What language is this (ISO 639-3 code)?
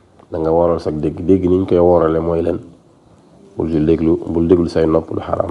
wol